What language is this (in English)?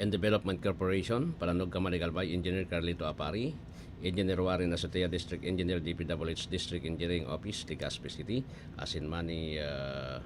Bikol